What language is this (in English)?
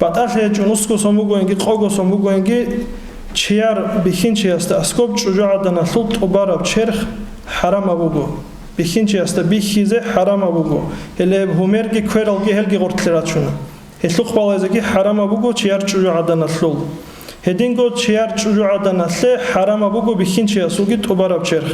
Avaric